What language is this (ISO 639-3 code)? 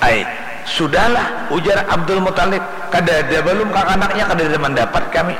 bjn